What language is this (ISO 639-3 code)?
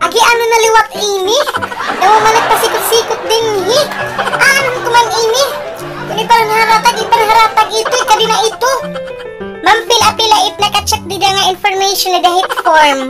war